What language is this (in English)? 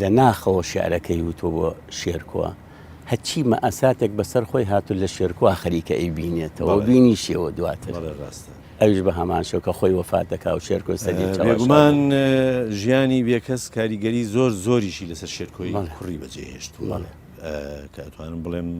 Central Kurdish